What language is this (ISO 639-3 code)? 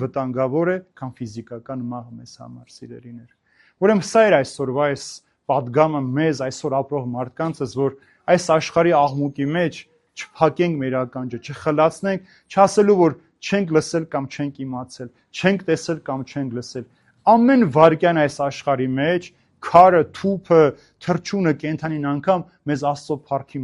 hye